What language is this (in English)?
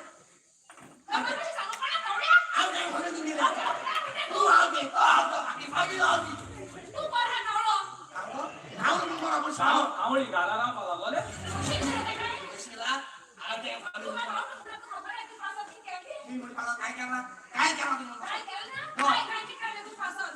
Konkani